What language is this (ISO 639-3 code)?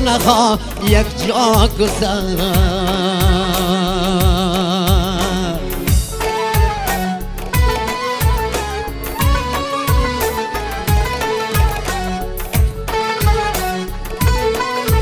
fas